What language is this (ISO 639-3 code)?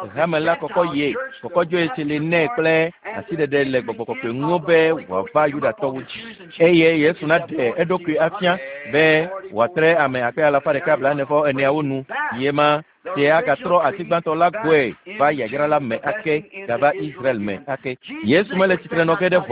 ewe